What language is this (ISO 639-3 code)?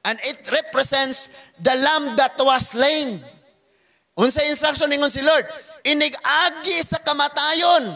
ceb